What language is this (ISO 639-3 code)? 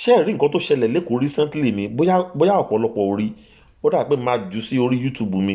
yor